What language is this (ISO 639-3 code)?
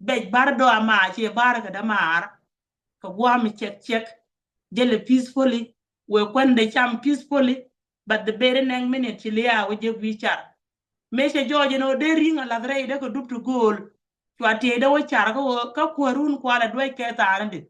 nus